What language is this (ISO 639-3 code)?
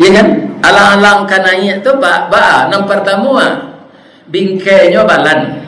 min